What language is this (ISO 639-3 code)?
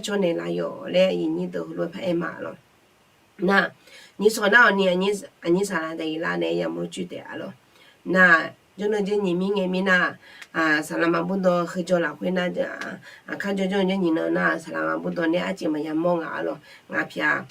ahk